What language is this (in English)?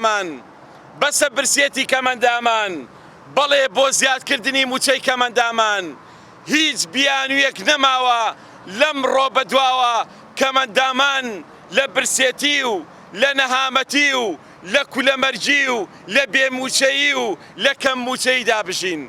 Central Kurdish